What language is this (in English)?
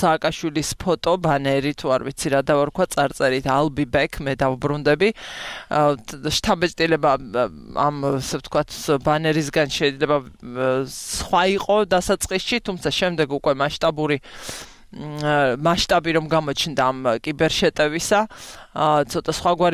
Georgian